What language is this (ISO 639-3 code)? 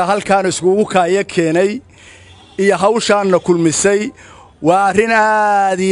som